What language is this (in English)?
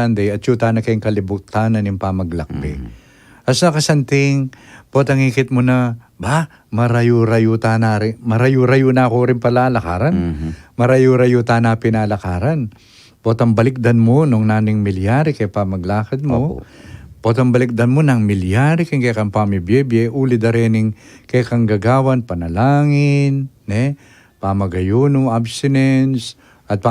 Pampanga